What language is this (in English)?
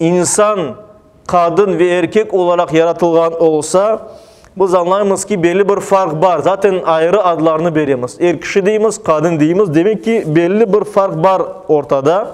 Crimean Tatar